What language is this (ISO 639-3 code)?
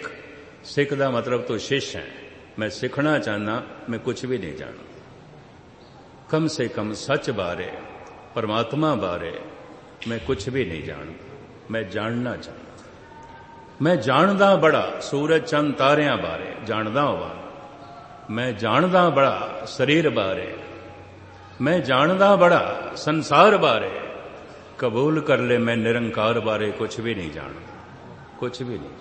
pan